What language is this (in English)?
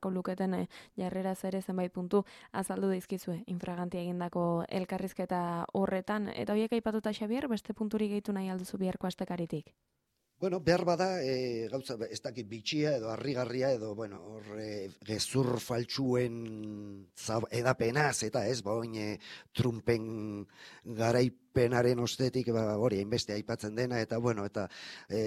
Basque